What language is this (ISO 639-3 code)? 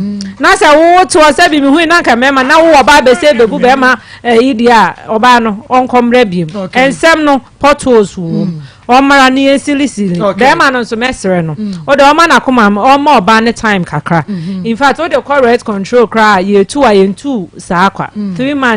aka